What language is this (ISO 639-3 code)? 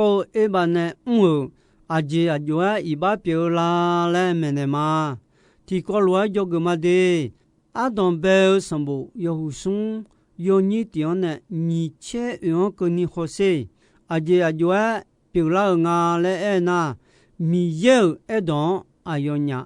ahk